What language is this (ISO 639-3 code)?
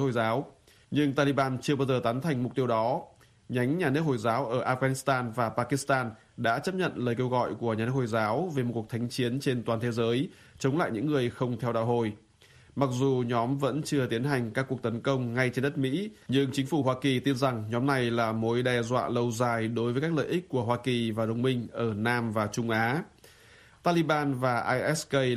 vie